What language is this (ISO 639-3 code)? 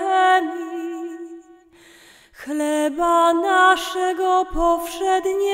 pol